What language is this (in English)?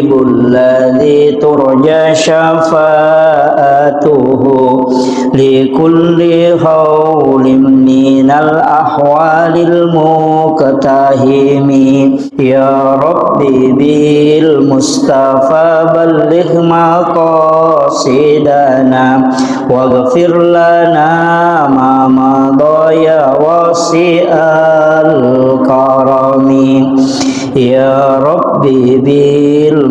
Buginese